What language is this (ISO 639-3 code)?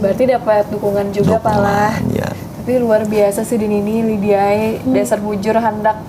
bjn